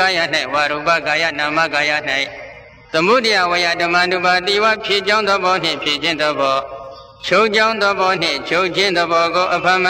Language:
Burmese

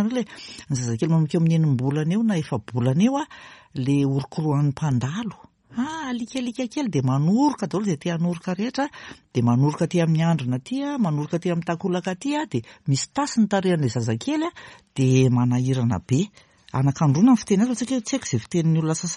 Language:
Malagasy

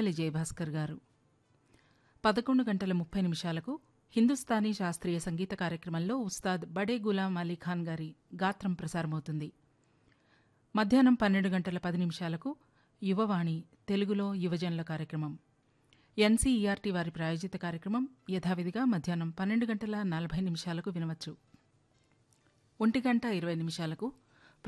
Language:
Telugu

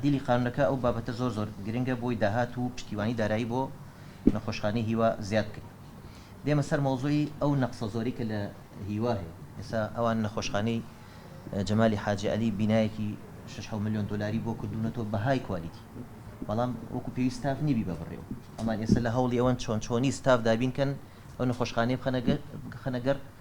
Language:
Central Kurdish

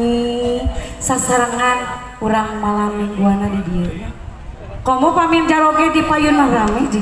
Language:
Sundanese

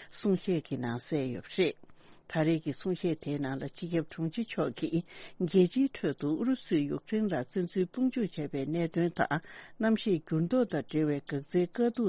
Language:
Tibetan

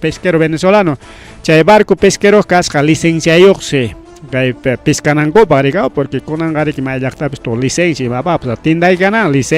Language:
Ayacucho Quechua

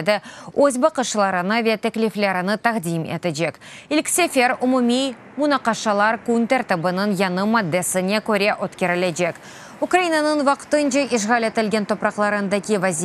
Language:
Crimean Tatar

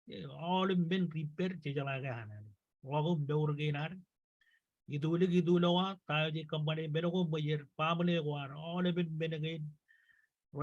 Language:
Marshallese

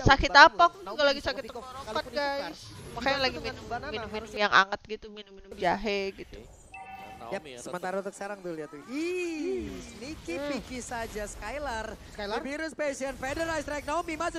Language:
Indonesian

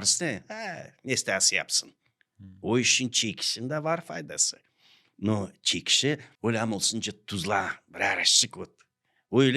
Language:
Gagauz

